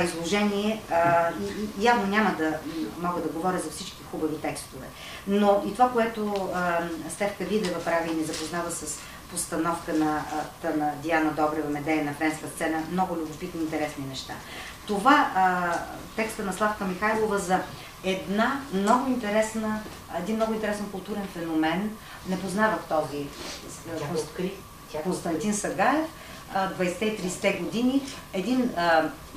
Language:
Bulgarian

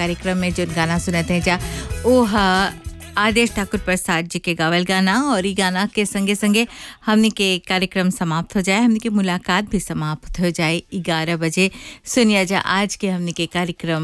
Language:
Bhojpuri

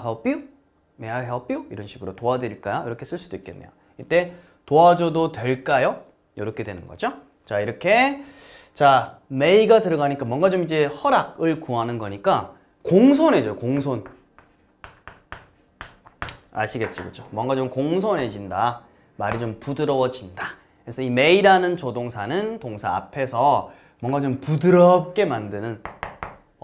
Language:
Korean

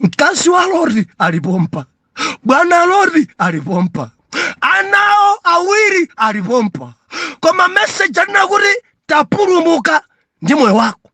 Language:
Nyanja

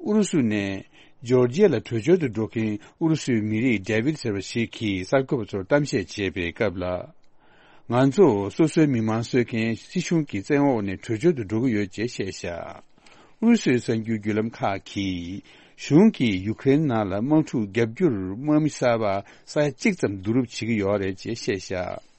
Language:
Tibetan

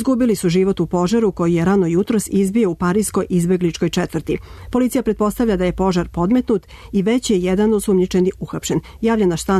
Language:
Serbian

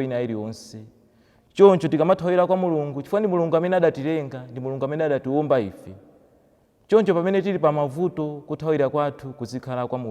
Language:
Nyanja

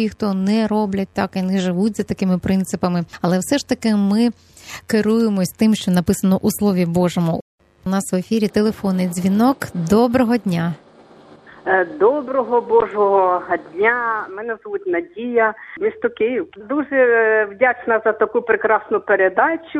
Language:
Ukrainian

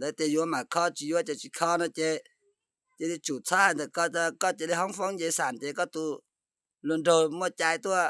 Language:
Hmong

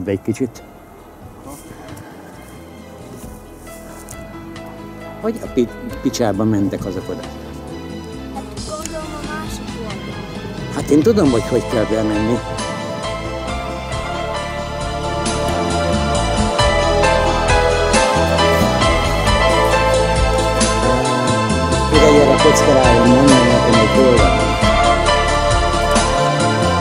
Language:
Hungarian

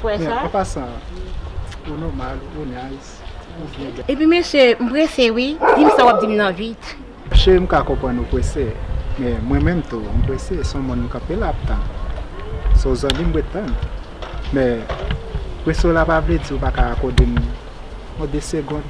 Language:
Haitian Creole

